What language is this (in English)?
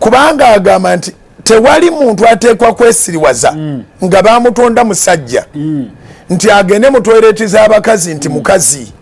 Ganda